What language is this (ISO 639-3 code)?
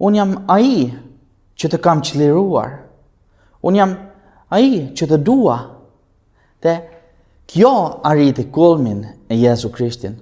sqi